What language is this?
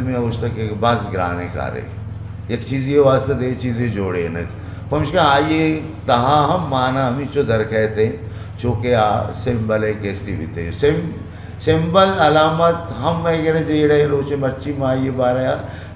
Eastern Balochi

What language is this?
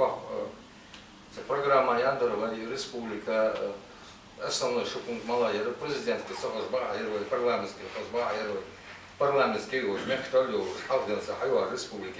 Ingush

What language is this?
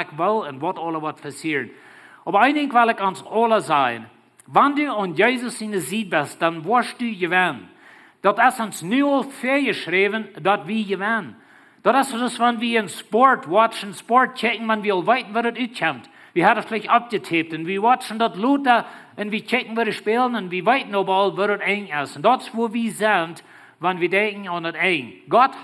Plautdietsch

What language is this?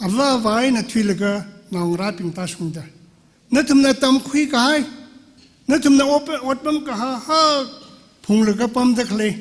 Tangkhul Naga (India)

